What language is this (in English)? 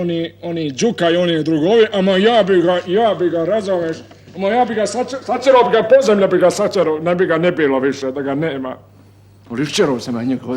Bosnian